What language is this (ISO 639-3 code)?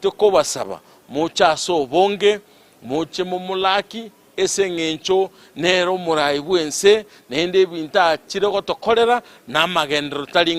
guz